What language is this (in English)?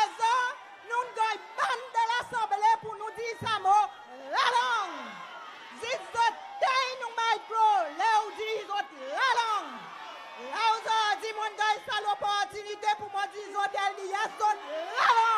Seselwa Creole French